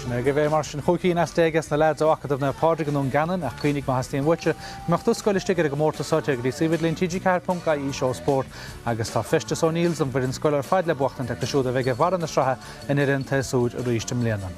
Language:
Irish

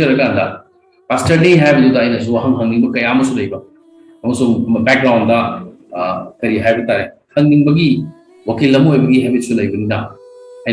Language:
Manipuri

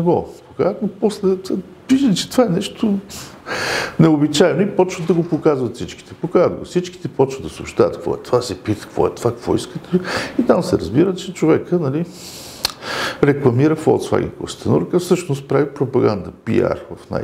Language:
Bulgarian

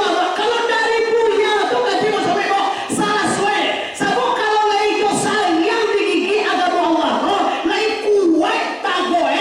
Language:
Minangkabau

